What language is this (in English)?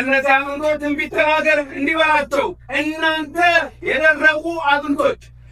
Amharic